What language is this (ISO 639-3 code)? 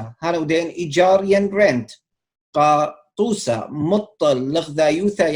aii